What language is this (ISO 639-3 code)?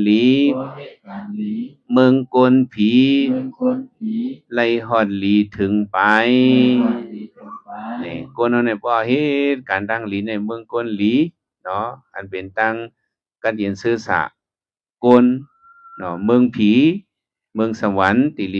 shn